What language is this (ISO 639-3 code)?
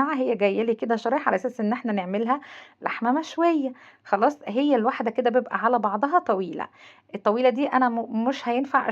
arz